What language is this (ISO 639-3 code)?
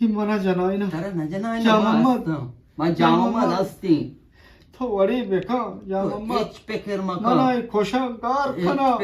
bgp